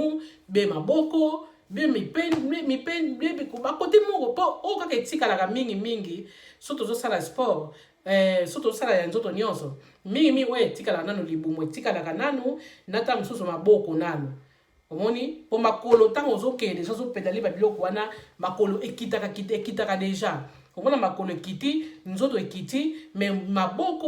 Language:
Lingala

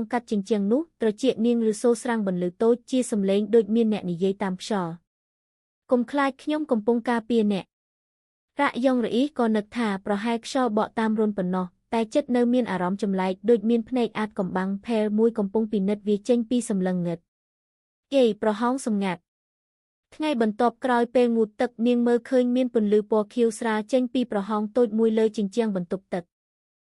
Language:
Khmer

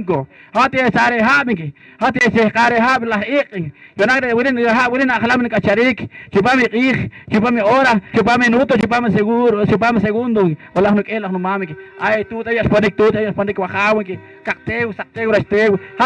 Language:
Poqomchi'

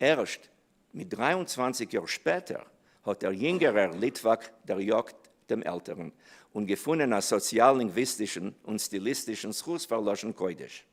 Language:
Yiddish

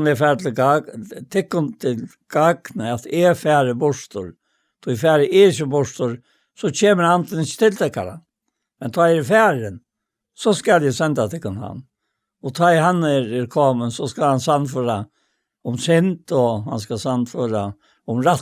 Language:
Faroese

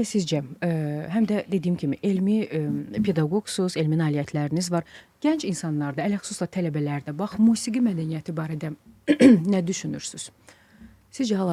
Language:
Azerbaijani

